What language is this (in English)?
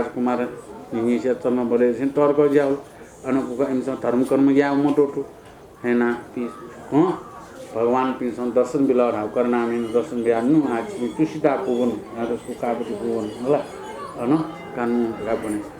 Newari